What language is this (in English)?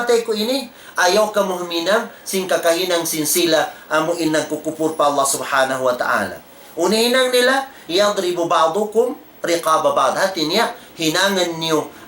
Tausug